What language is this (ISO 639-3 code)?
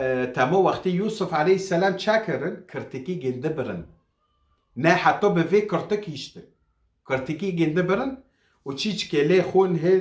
kur